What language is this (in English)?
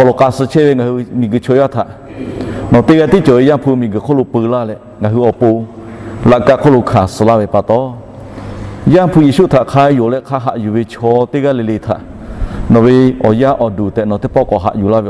Lahu